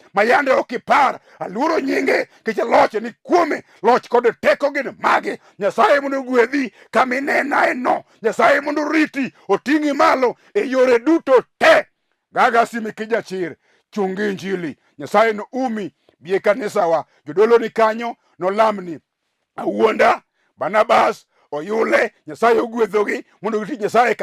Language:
Luo (Kenya and Tanzania)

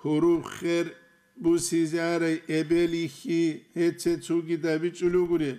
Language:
Avaric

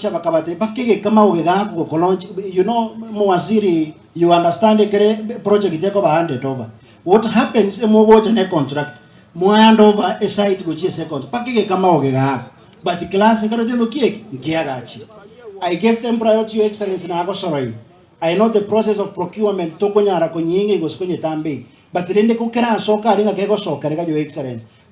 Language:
Gusii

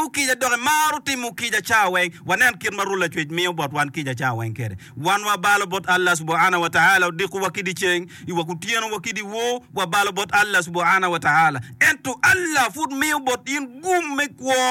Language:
Acoli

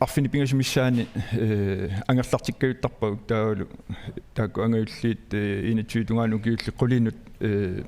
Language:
Kalaallisut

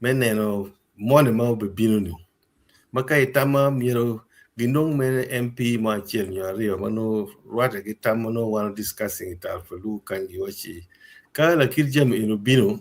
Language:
Acoli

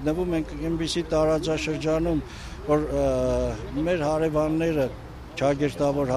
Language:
Armenian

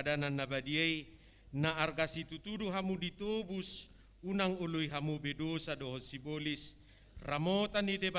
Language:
Batak Toba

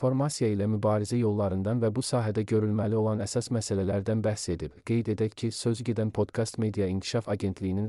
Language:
Azerbaijani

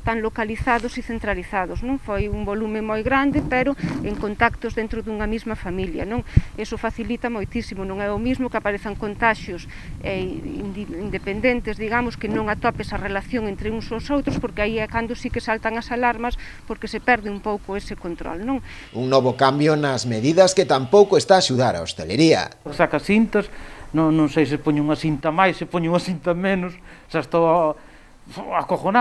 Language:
Galician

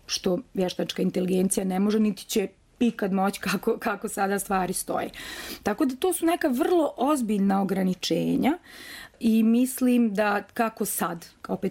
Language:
Bosnian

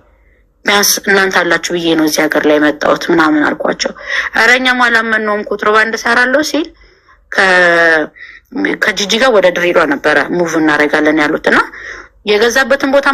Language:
Amharic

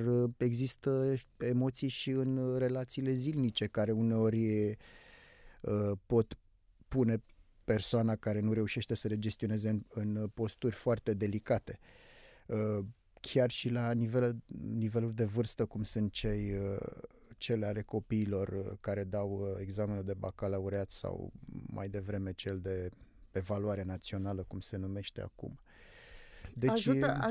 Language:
Romanian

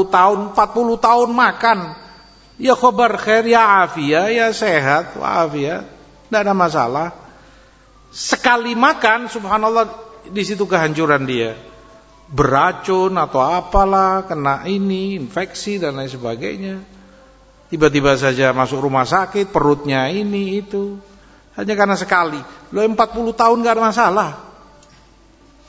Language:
Indonesian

